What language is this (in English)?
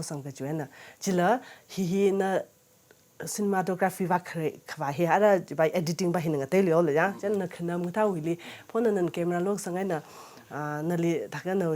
Tangkhul Naga (India)